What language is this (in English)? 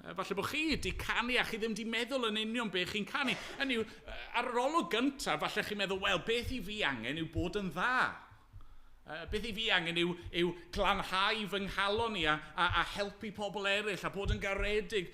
Welsh